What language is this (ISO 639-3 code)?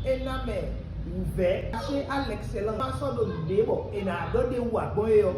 fon